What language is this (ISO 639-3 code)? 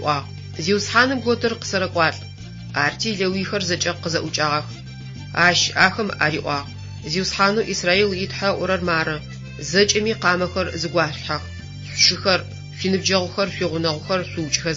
ady